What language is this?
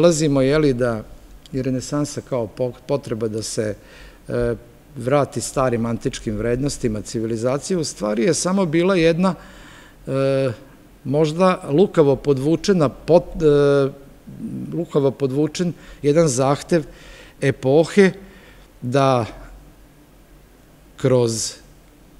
Serbian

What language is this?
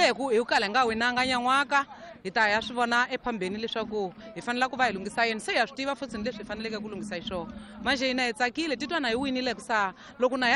Tsonga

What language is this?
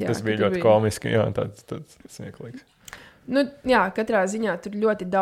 Latvian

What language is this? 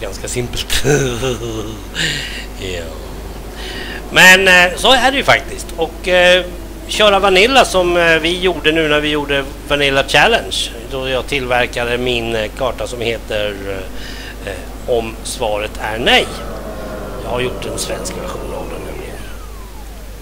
Swedish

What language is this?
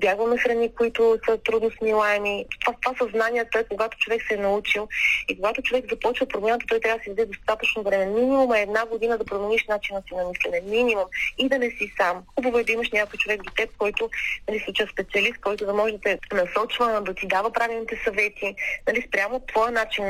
Bulgarian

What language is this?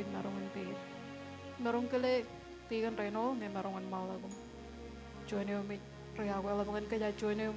Marshallese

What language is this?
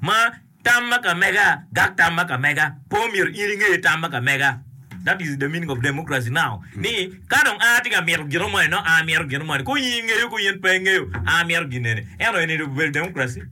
Acoli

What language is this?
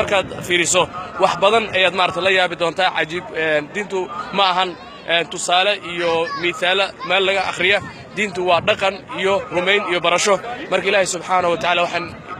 Somali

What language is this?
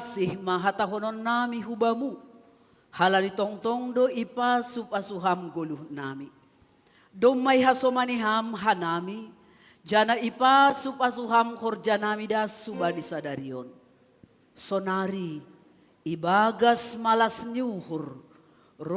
Batak Simalungun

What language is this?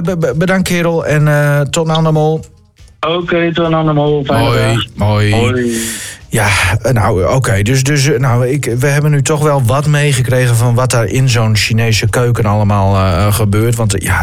Dutch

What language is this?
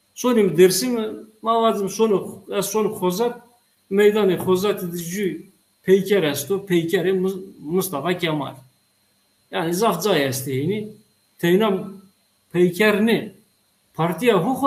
Zaza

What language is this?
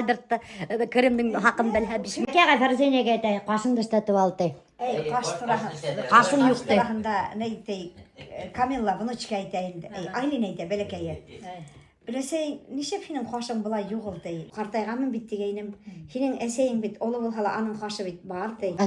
Bashkir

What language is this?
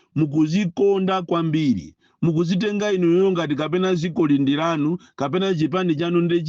Nyanja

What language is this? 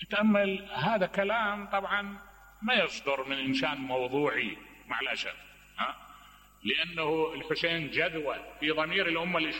Mesopotamian Arabic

